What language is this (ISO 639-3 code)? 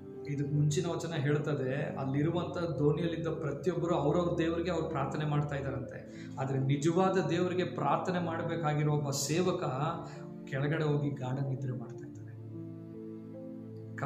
kan